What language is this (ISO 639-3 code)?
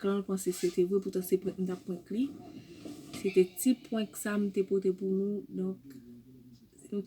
hat